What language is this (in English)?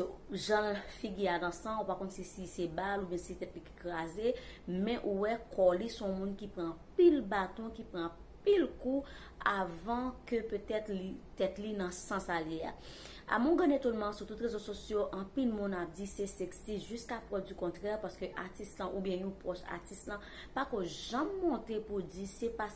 Haitian Creole